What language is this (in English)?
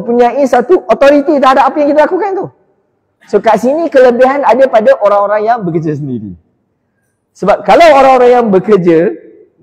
Malay